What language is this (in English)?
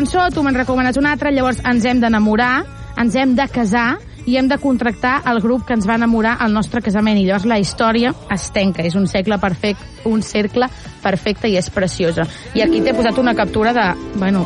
Catalan